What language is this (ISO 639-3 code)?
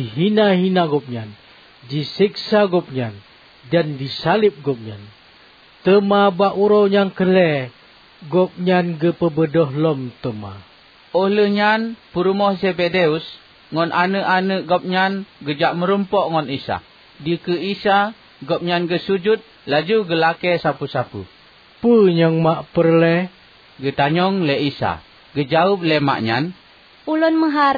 ace